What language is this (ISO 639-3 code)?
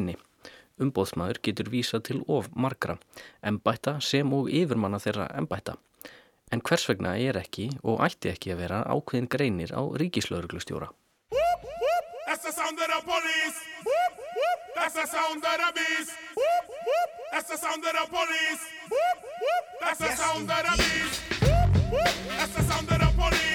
isl